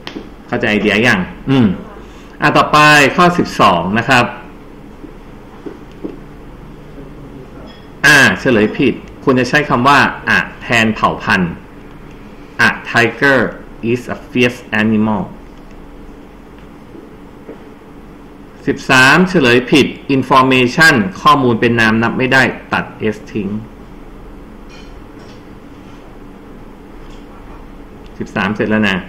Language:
Thai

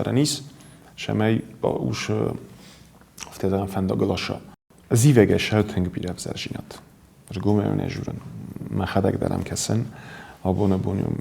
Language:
Ossetic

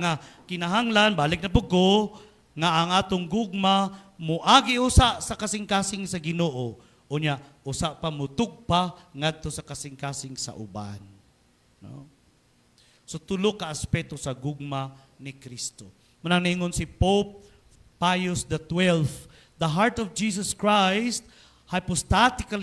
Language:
Cebuano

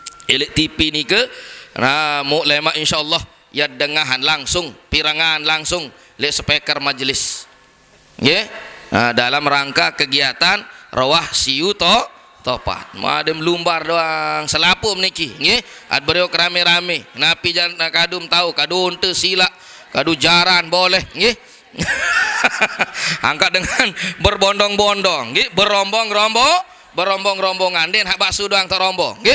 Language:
Sasak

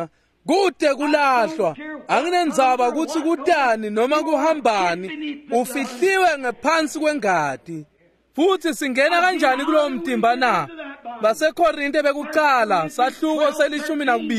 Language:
Swati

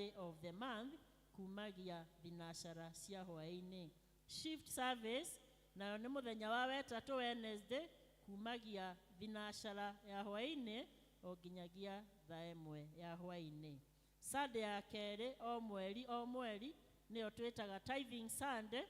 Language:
Kikuyu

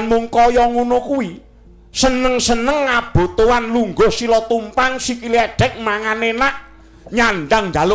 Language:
Javanese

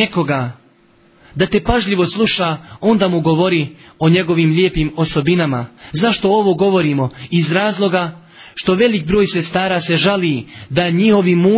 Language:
Bosnian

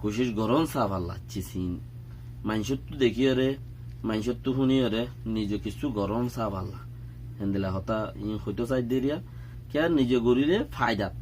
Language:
Rohingya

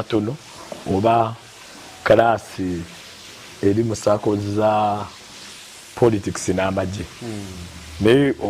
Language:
Ganda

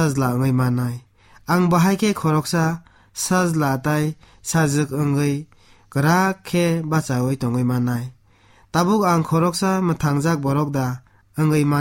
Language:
Kok Borok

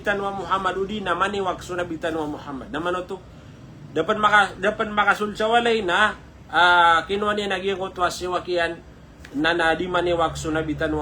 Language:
Maranao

